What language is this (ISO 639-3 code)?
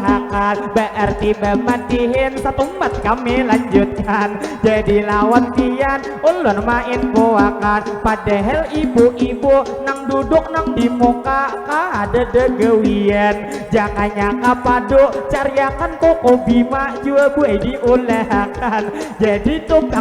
bjn